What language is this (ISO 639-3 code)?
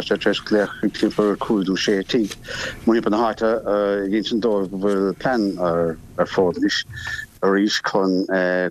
gle